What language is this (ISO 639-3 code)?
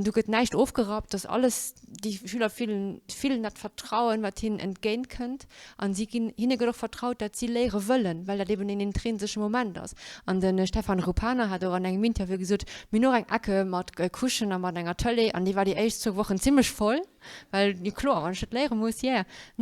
ltz